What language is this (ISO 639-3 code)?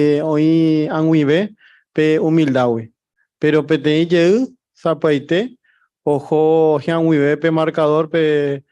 grn